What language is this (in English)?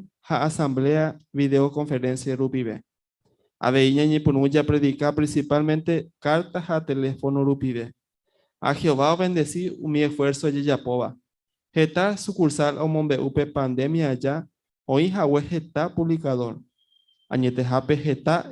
Guarani